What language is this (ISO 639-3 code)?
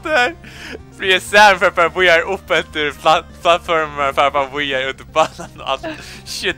fao